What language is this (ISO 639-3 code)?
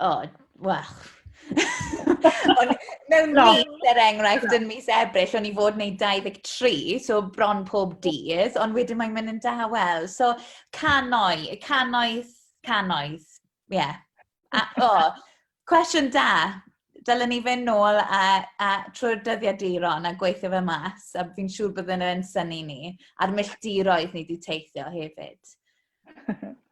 cym